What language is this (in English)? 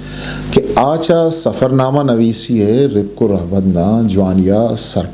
Eastern Balochi